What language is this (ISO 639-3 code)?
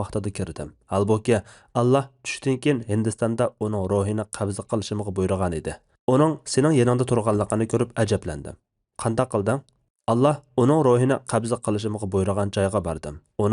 uig